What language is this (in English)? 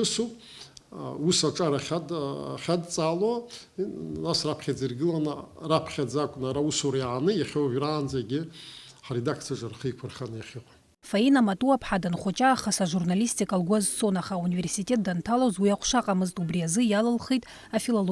Abkhazian